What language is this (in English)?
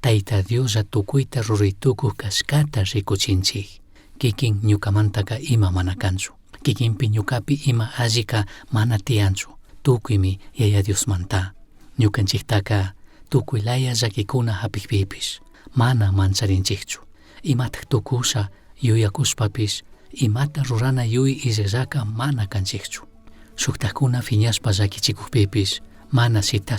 Chimborazo Highland Quichua